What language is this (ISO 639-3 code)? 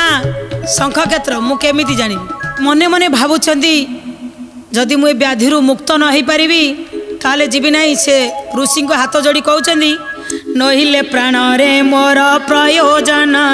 ori